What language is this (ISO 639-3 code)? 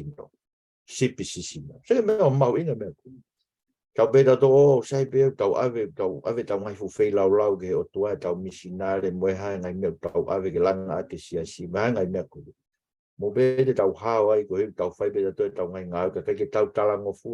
ton